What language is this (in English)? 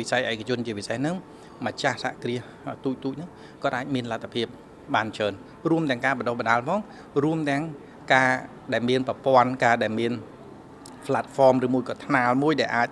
Khmer